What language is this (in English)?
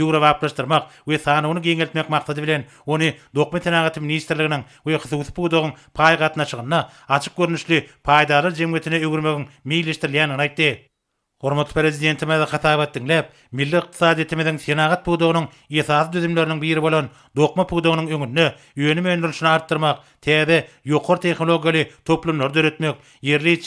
Turkmen